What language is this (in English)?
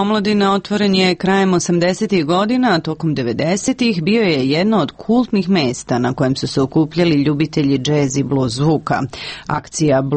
Serbian